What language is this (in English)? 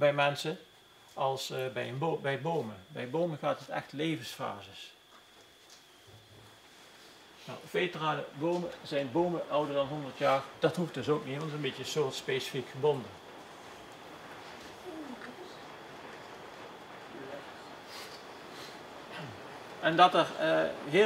Dutch